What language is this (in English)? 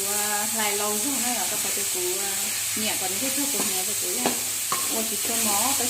Hmong